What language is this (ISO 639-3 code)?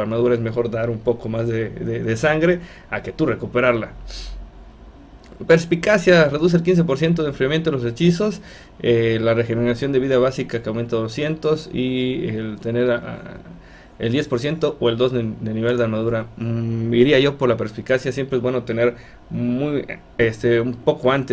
spa